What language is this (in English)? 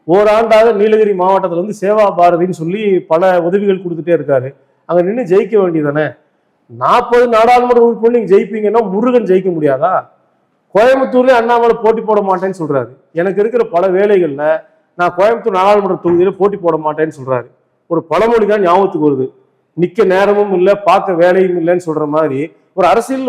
Tamil